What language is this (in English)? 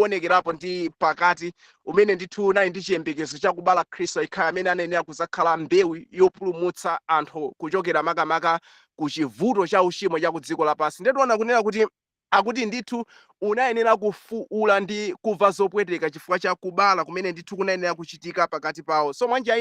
Nyanja